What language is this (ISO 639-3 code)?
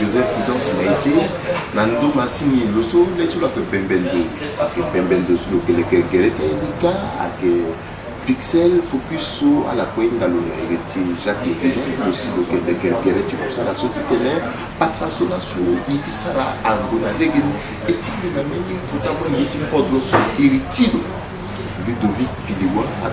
sag